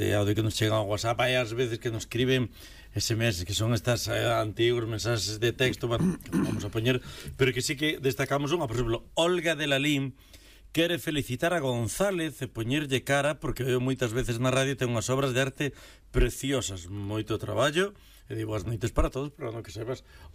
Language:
Galician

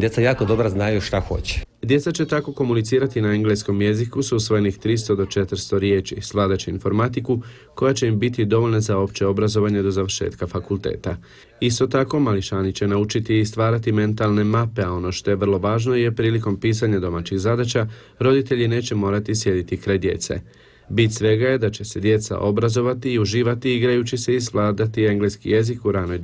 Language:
Croatian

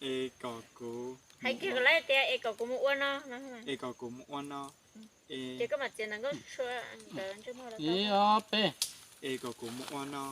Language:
Hmong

